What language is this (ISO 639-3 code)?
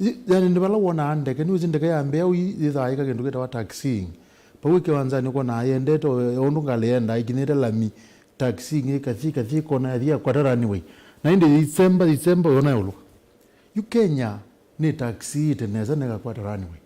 kam